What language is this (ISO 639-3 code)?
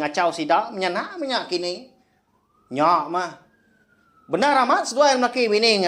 iba